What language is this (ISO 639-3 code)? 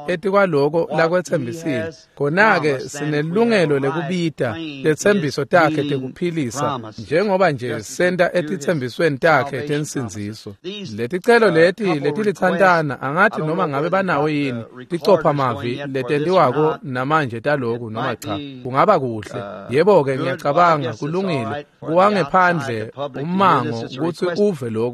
ssw